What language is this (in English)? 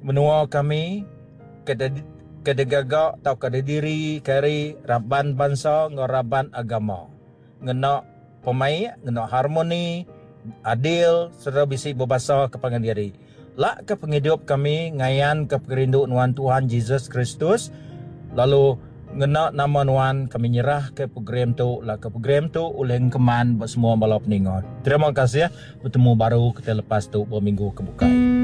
Iban